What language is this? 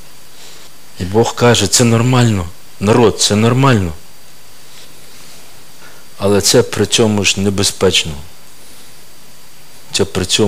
Ukrainian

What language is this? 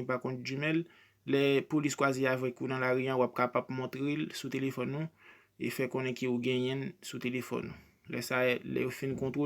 Haitian Creole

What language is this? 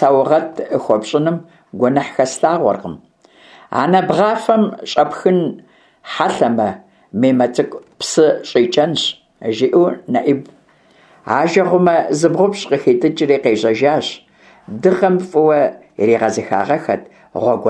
Kabardian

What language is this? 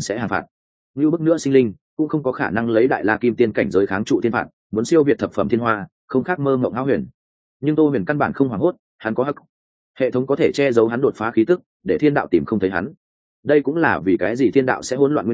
Vietnamese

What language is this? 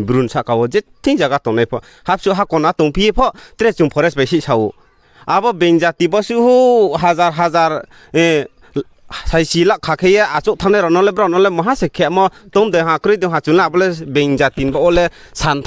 Riang (India)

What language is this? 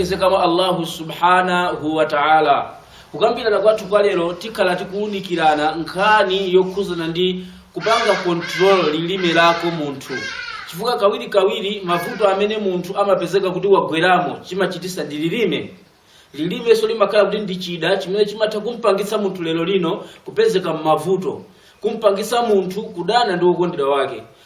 Nyanja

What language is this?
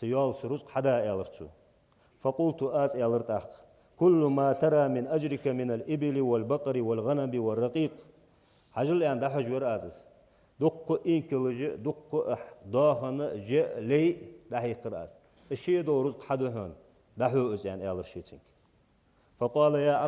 Ingush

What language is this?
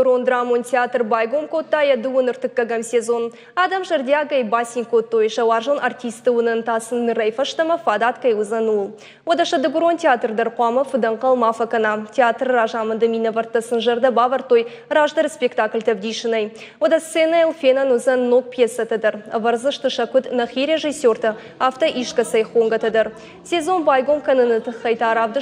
Ossetic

